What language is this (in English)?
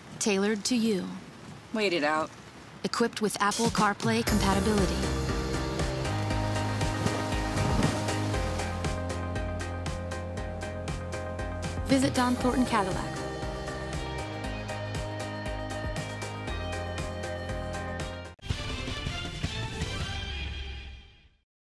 English